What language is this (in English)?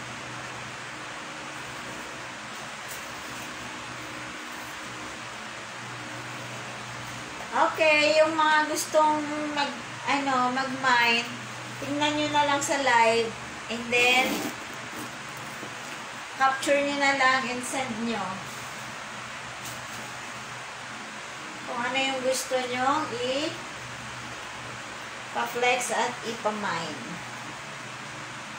Filipino